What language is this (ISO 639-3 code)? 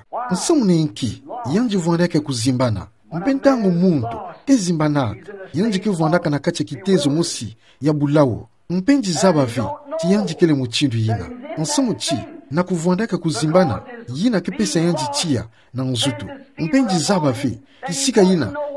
ktu